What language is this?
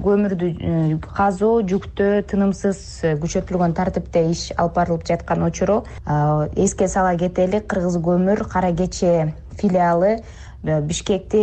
Kyrgyz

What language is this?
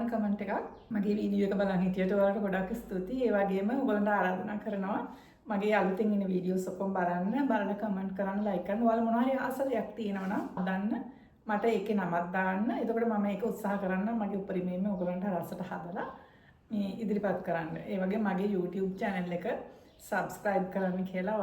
Sinhala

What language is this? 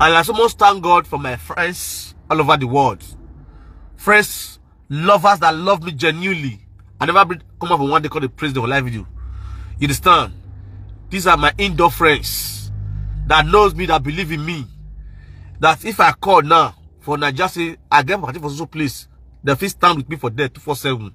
Nigerian Pidgin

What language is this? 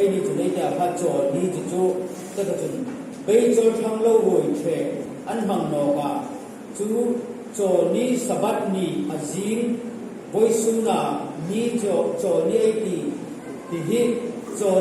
Hmar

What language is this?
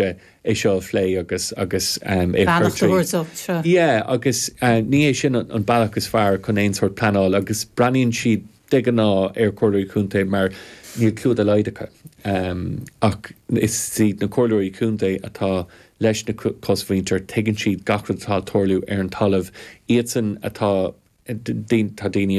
Irish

